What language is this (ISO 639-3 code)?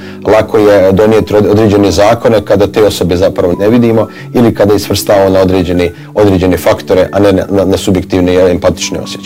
bos